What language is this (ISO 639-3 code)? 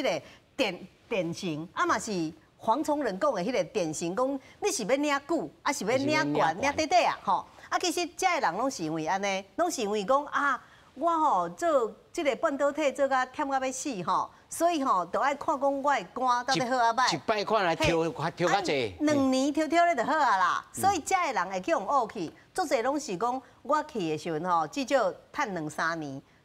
nan